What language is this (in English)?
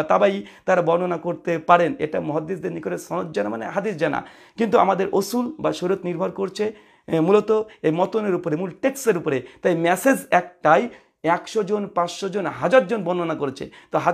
Bangla